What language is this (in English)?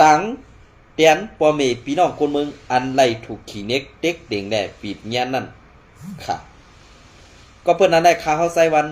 Shan